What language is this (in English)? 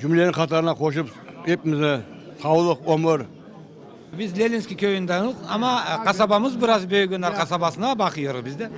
Crimean Tatar